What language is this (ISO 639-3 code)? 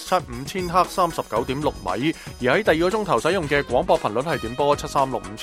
yue